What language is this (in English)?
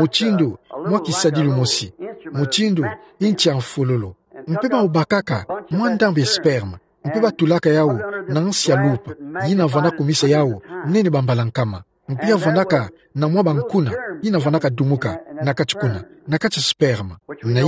Kituba (Democratic Republic of Congo)